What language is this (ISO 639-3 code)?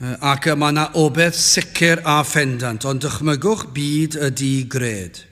cym